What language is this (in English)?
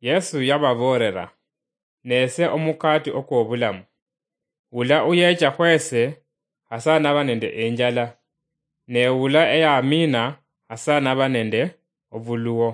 Luyia